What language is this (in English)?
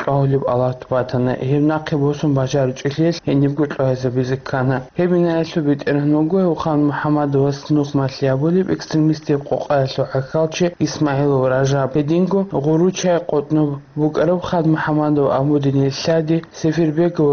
Avaric